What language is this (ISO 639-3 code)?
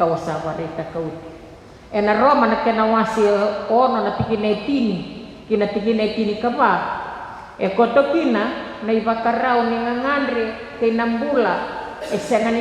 fij